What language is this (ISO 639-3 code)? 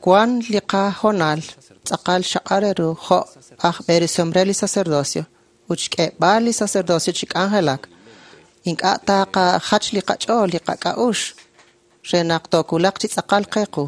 kek